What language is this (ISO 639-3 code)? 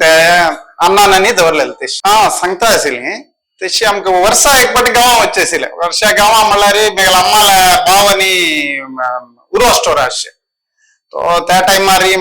kok